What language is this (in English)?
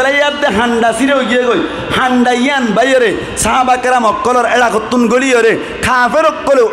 Rohingya